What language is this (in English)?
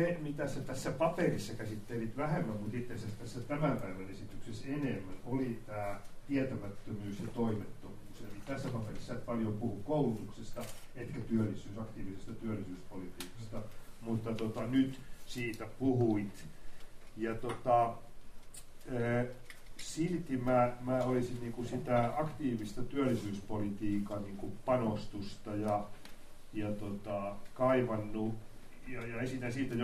Finnish